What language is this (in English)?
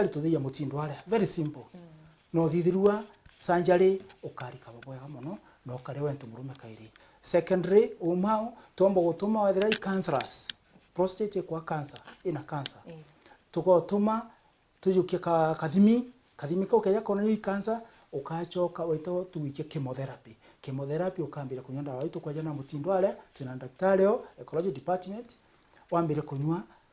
Meru